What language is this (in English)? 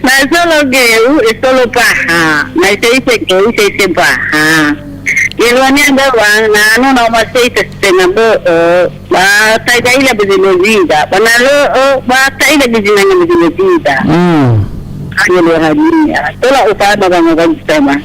Nias